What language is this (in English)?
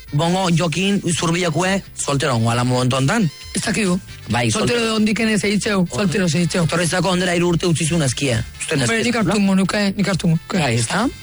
Basque